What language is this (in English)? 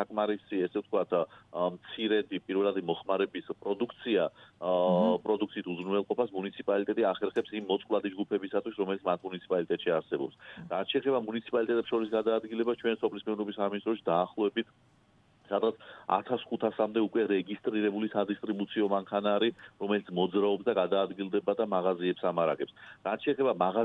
Georgian